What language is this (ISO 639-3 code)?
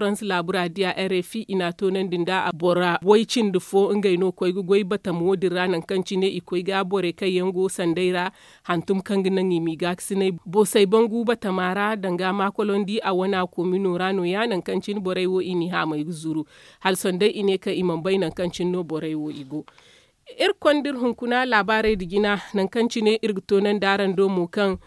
dje